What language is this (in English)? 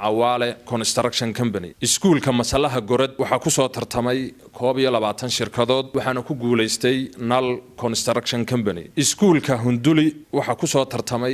Somali